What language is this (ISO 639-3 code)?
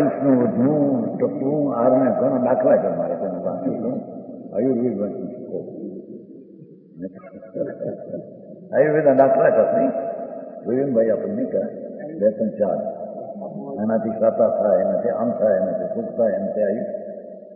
guj